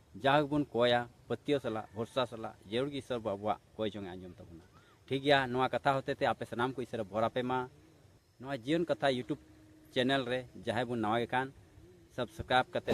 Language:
Santali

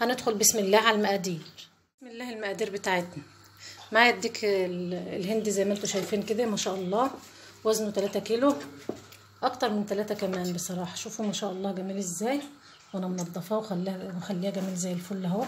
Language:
Egyptian Arabic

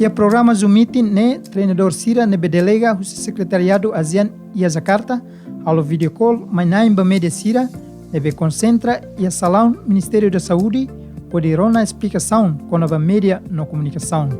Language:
Tetum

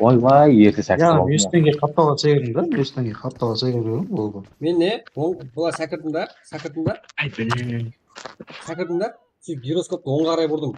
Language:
Kara-Kalpak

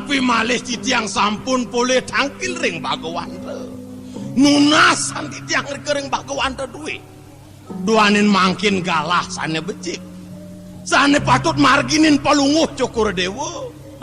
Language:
Balinese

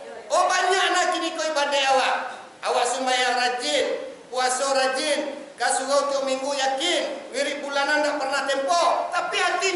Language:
Minangkabau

